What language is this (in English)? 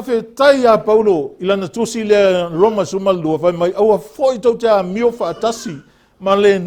Samoan